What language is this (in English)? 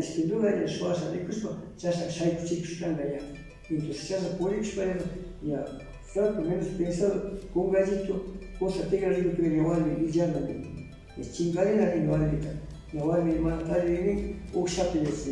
Cañar Highland Quichua